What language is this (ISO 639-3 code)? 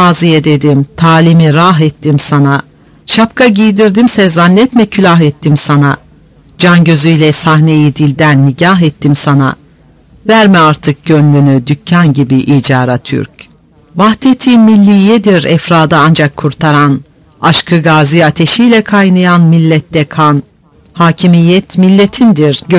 tur